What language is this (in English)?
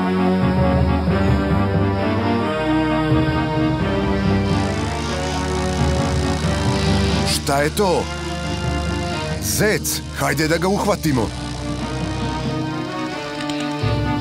Serbian